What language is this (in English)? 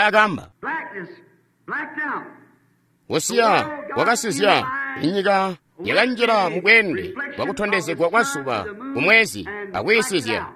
Tonga (Zambia)